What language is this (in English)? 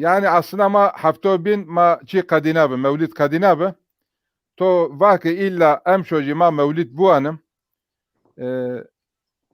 Zaza